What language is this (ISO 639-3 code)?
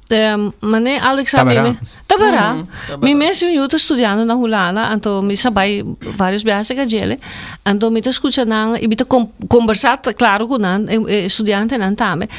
pap